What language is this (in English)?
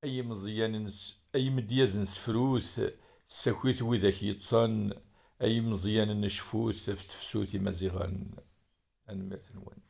Kabyle